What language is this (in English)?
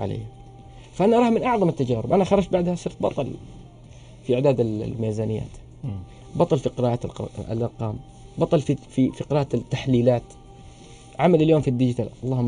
Arabic